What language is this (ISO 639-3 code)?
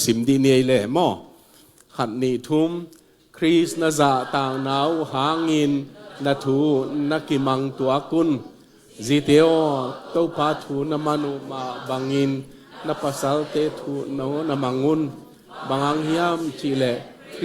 ctd